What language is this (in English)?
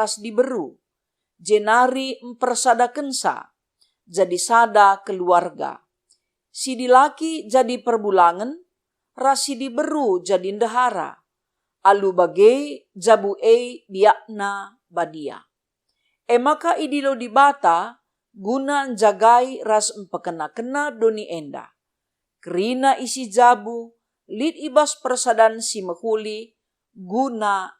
Batak Karo